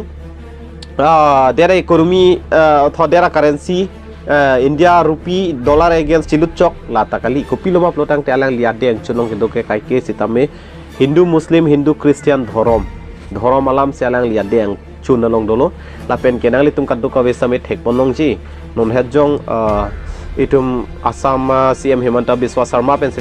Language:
Karbi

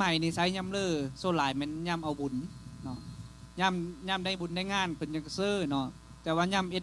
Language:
Lao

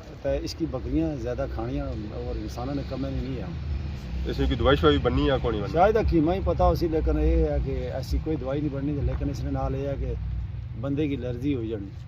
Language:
Pahari-Potwari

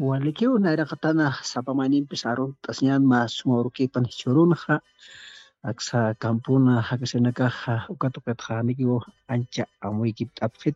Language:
Aymara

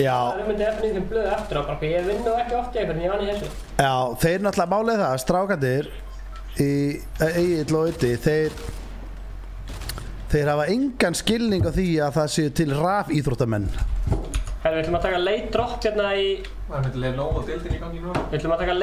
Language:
Icelandic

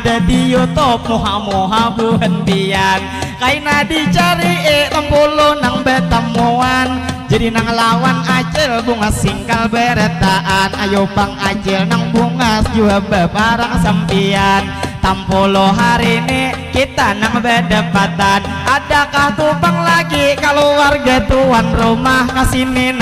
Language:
Banjar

